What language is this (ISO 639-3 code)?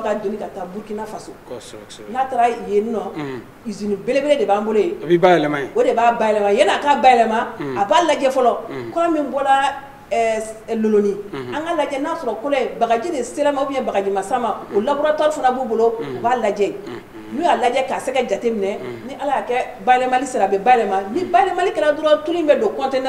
bam